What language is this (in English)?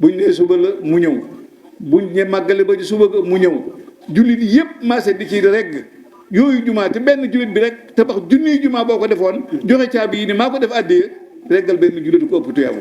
Wolof